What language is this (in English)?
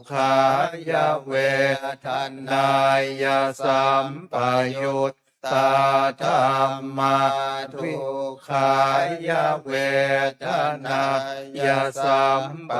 Pali